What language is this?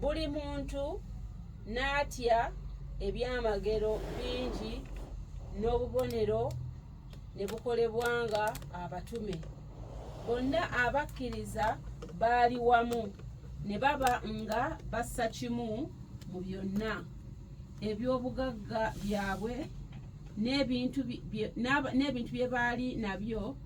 Ganda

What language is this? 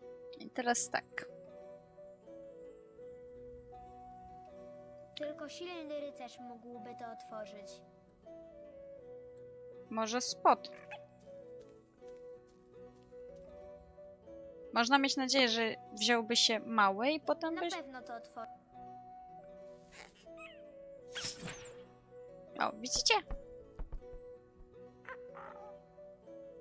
Polish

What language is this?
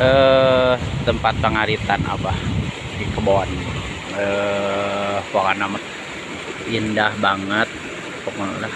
Sundanese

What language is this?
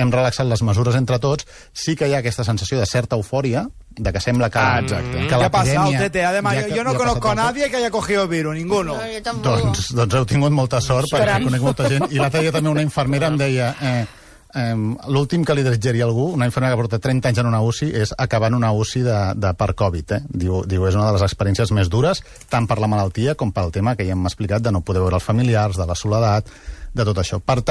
Catalan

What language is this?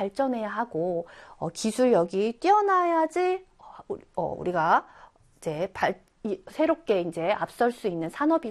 Korean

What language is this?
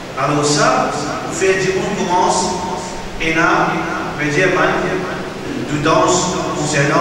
Morisyen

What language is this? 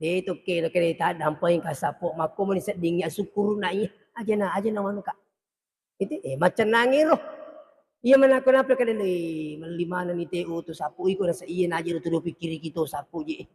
Buginese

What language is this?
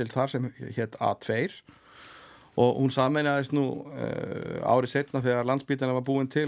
Icelandic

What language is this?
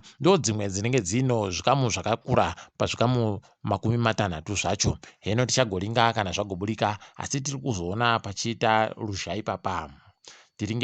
Ndau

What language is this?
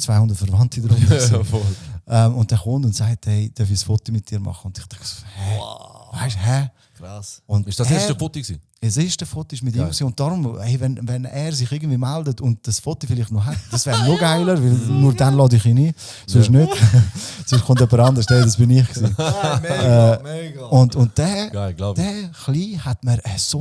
Swiss German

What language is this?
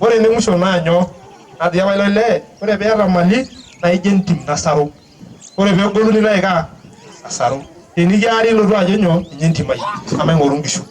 Masai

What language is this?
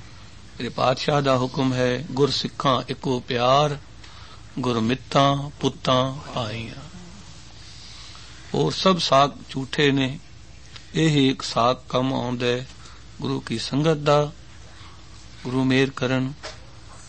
Punjabi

